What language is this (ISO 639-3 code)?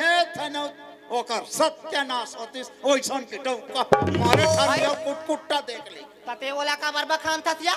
hne